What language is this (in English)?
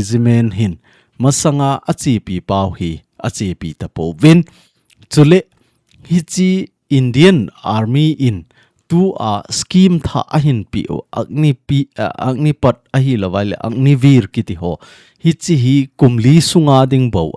Thado Chin